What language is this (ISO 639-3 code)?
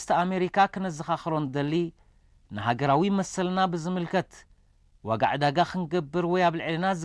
tir